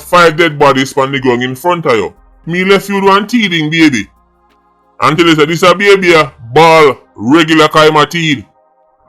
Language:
Jamaican Creole English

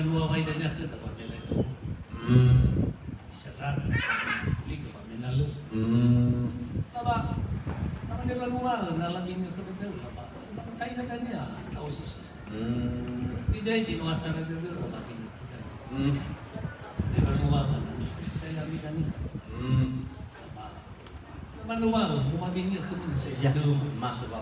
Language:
Nias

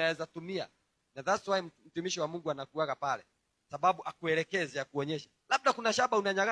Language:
Swahili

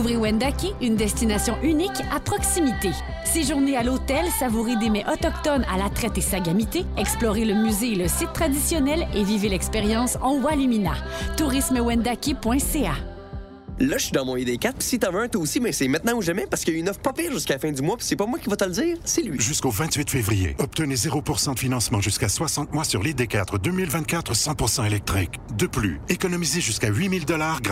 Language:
French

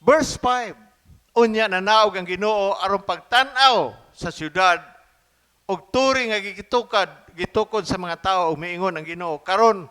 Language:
Cebuano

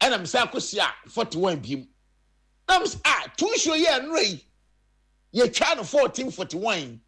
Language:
Akan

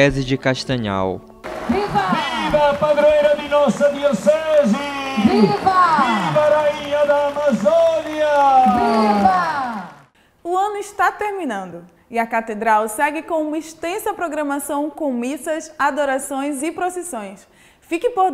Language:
Portuguese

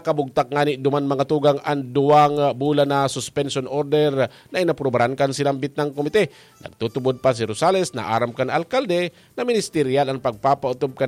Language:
Bikol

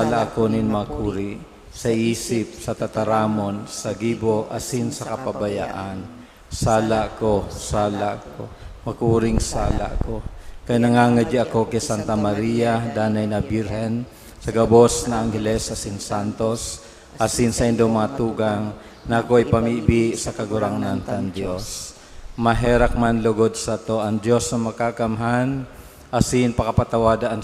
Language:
Bikol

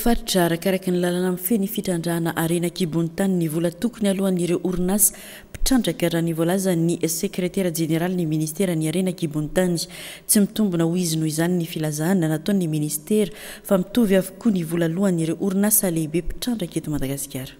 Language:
Malagasy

